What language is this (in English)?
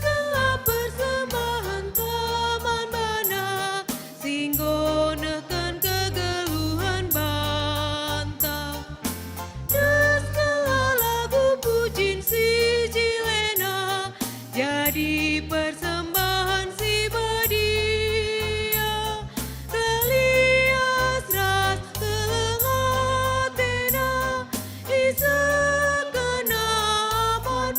Batak Karo